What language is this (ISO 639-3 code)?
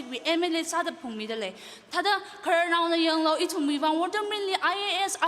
nmf